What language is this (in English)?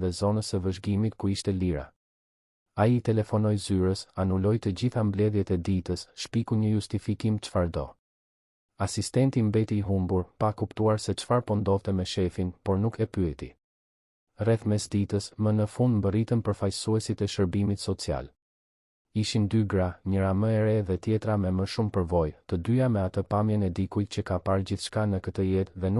Albanian